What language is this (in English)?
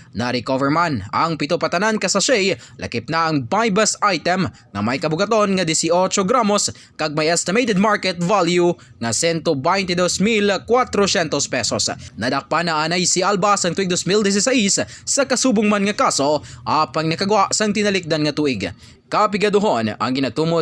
Hiligaynon